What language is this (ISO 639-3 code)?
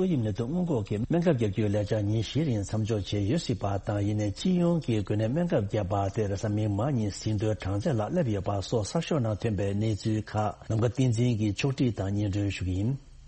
bod